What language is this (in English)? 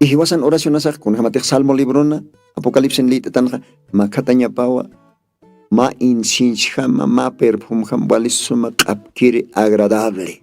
Aymara